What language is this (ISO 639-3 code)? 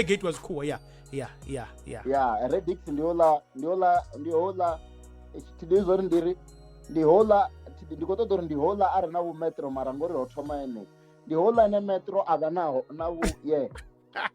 ven